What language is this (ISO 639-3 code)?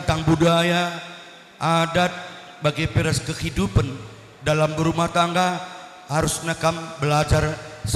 btx